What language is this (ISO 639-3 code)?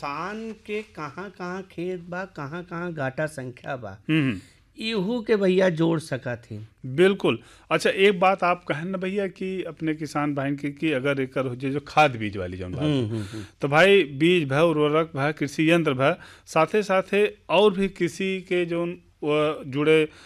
bho